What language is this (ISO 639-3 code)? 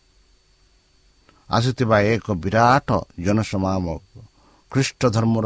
ori